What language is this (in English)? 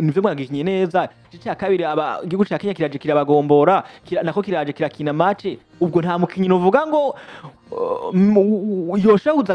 Rundi